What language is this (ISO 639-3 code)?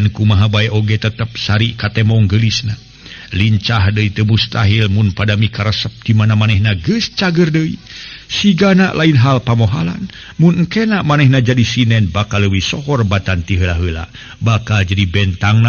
sun